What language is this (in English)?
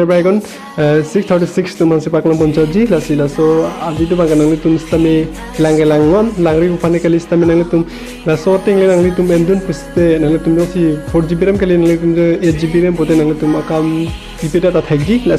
Karbi